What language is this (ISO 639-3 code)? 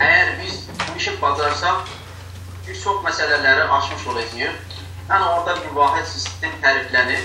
azb